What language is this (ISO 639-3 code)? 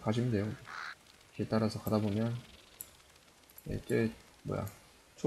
kor